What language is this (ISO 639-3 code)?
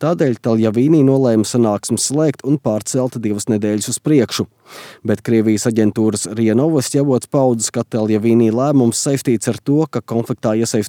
lav